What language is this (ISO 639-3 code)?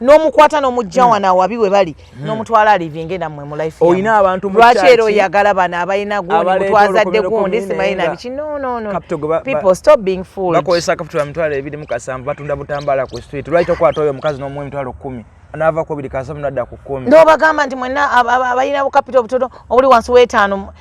lug